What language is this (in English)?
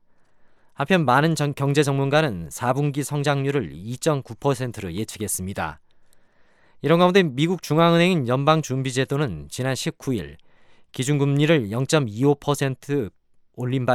Korean